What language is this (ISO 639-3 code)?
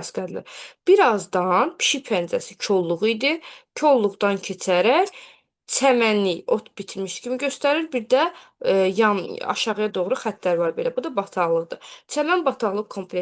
aze